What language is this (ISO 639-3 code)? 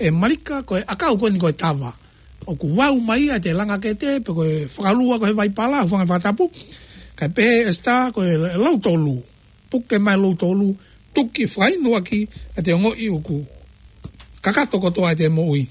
ton